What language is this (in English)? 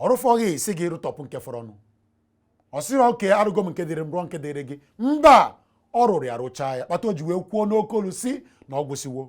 Igbo